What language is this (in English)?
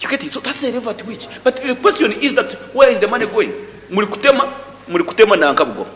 Nyankole